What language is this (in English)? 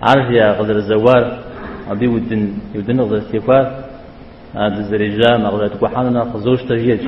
Kabardian